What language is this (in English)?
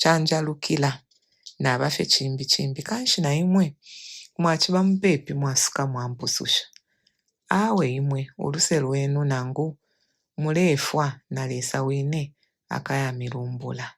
Bemba